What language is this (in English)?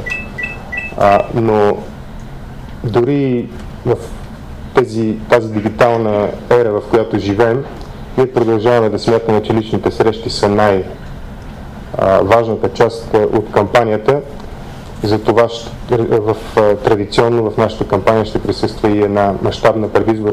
Bulgarian